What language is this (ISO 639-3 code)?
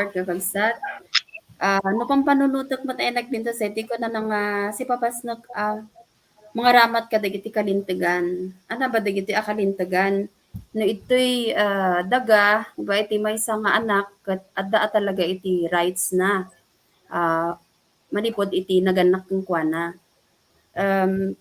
ilo